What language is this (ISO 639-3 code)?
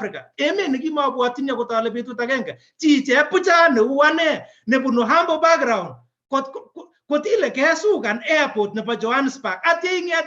kln